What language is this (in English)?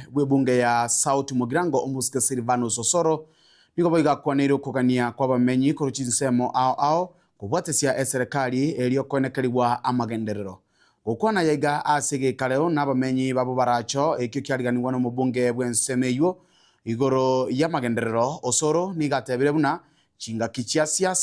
Gusii